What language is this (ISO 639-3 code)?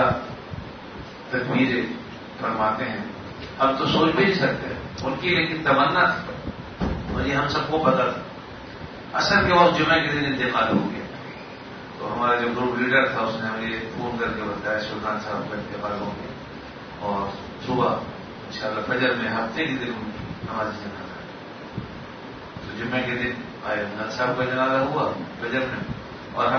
urd